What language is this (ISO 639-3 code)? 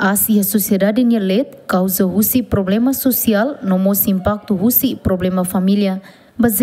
tet